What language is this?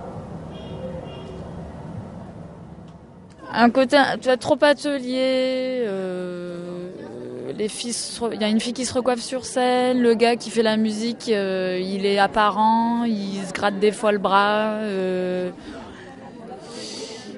French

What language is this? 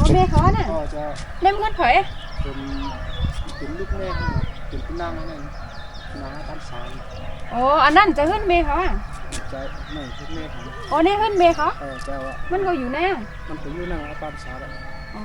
Shan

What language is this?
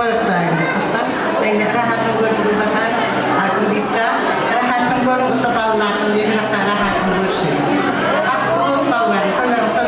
Kara-Kalpak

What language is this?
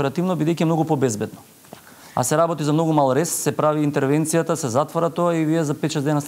Macedonian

